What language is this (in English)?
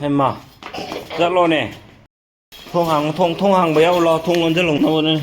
Manipuri